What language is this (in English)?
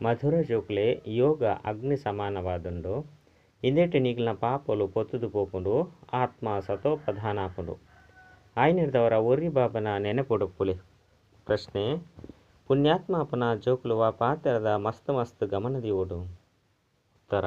Tulu